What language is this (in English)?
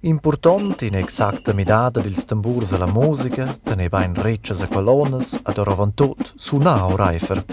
Romansh